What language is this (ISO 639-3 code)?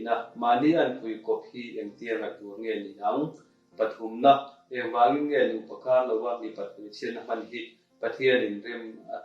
lus